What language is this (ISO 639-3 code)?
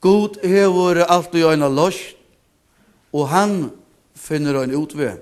fao